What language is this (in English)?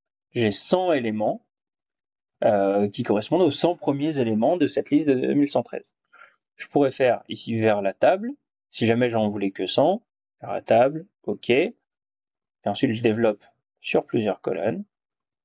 French